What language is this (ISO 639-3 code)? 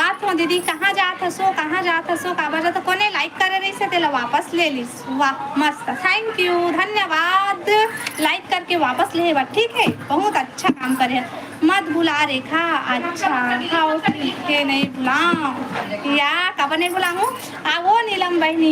hne